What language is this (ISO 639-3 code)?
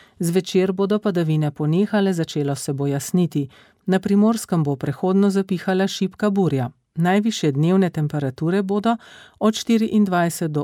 slv